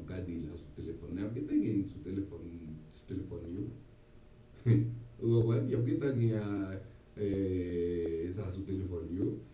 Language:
Haitian Creole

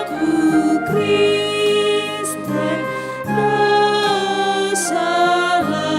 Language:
Batak Karo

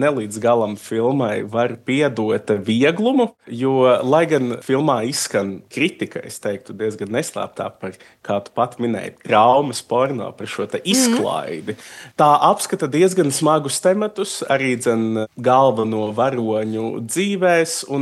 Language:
Latvian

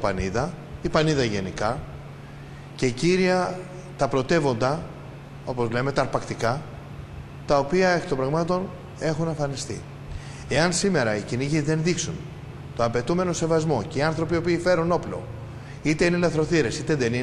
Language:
Greek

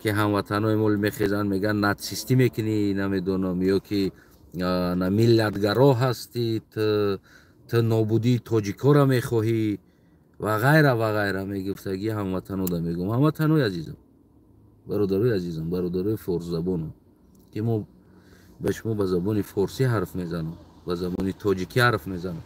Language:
Tajik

